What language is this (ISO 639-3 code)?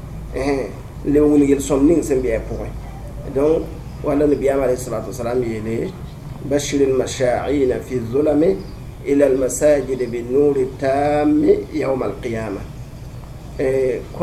mos